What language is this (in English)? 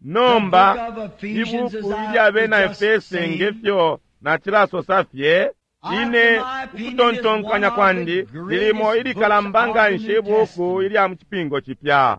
Bemba